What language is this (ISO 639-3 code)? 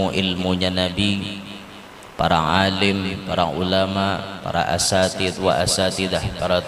bjn